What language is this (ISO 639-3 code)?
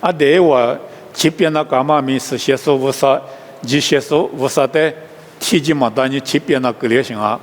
lis